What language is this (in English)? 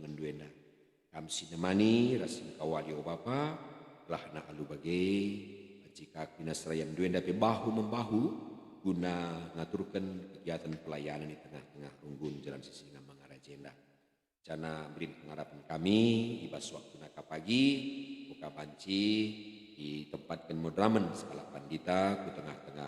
Batak Karo